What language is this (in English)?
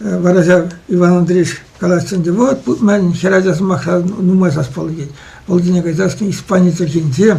Chuvash